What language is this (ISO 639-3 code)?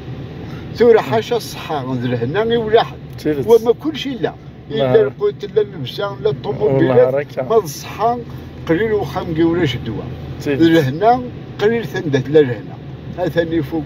kab